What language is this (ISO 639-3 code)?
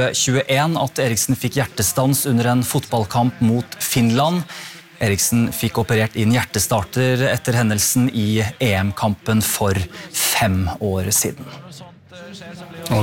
nor